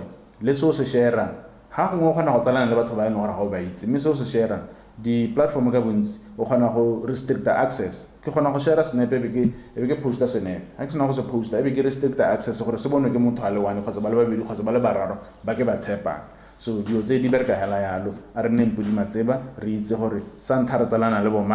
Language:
Tswana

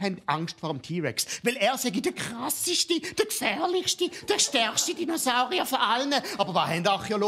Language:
Swiss German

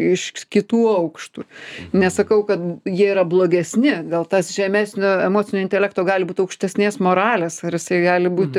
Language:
Lithuanian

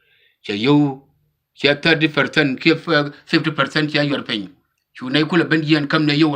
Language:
Nuer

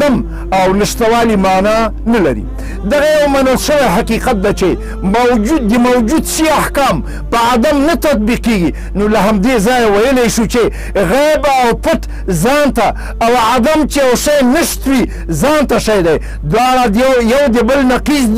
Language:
Pashto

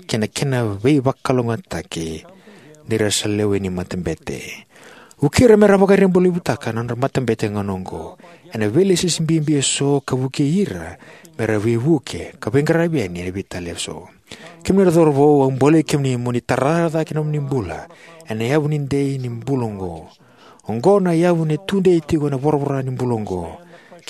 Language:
Fijian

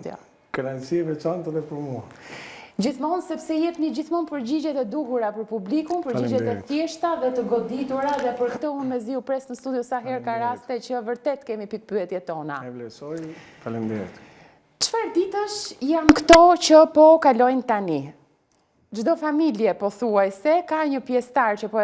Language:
Albanian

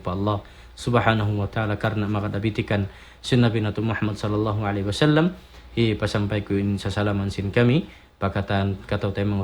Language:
Tausug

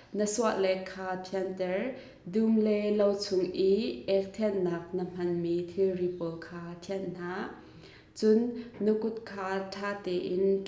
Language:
Hakha Chin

